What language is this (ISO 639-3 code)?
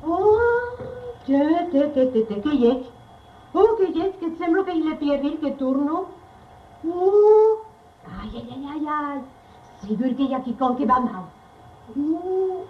oci